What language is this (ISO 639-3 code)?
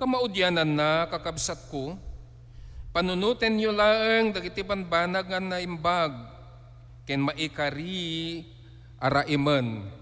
ilo